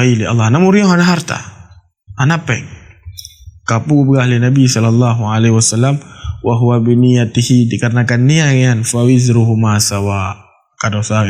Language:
Achinese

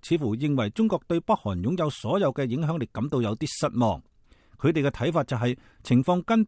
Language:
Cantonese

